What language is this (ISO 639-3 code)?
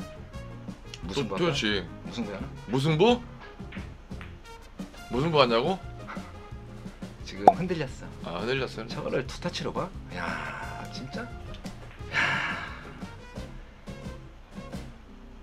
kor